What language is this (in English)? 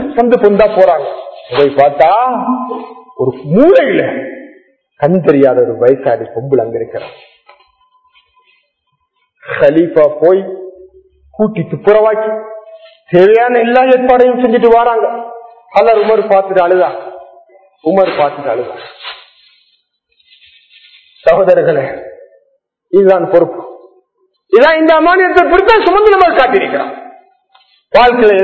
Tamil